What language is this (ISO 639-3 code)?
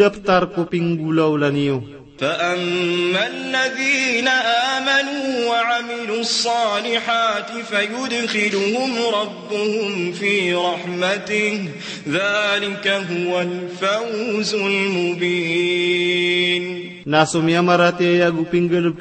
mrw